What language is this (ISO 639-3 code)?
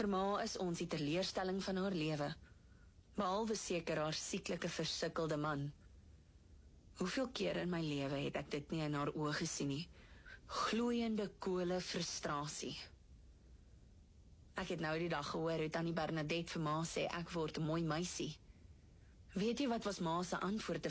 afr